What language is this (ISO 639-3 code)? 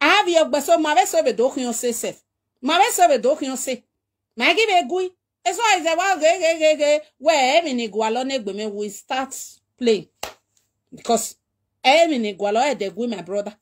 pcm